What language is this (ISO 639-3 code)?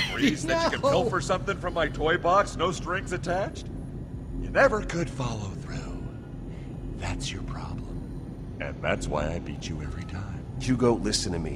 eng